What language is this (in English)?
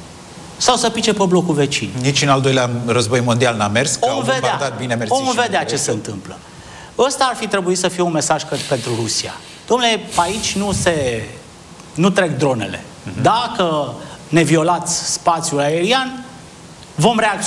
Romanian